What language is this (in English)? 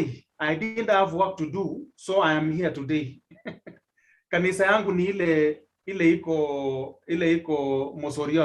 Kalenjin